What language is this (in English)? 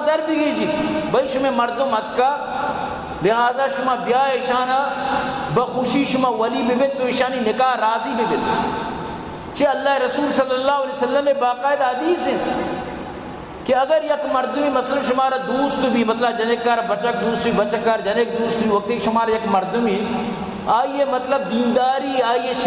Baluchi